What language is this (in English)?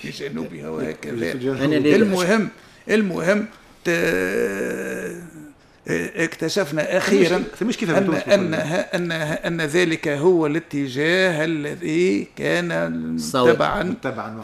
Tunisian Arabic